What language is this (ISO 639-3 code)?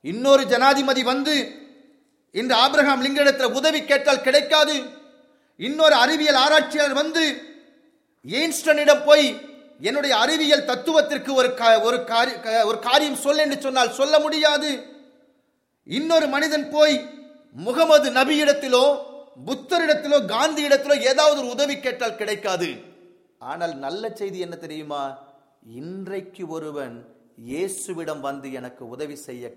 tam